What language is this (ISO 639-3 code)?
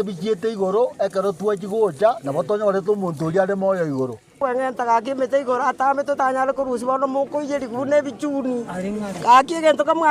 guz